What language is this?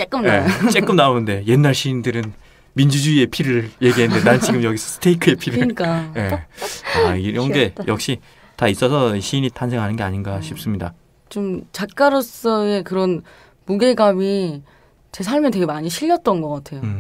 Korean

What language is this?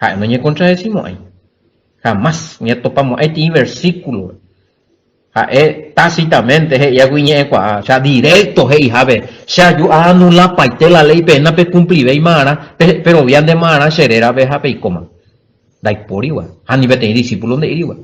Guarani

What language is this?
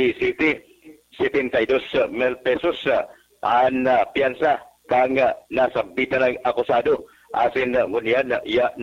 Bikol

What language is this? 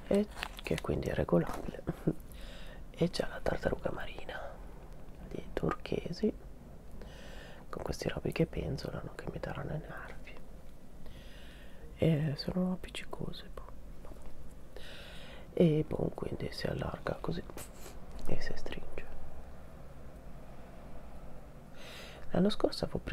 Italian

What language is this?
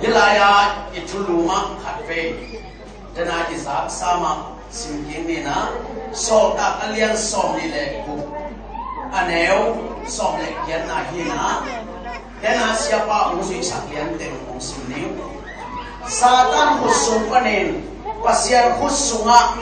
Tedim Chin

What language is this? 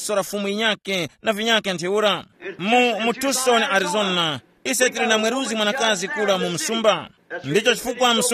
Tumbuka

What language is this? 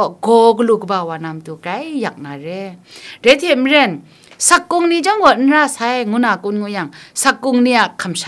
Kachin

